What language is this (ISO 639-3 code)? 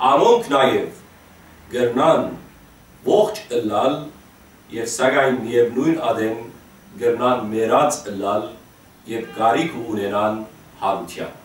hyw